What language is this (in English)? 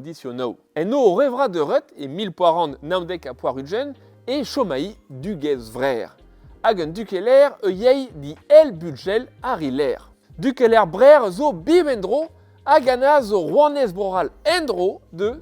Breton